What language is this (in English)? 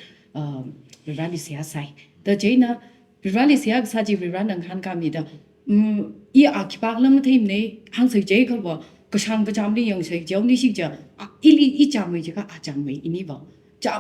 Tangkhul Naga (India)